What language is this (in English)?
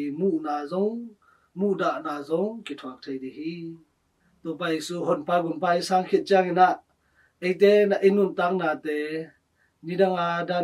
Tedim Chin